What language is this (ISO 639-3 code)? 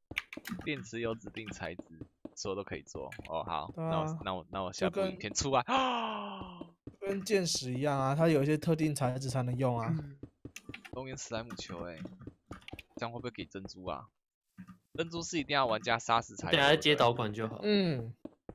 zho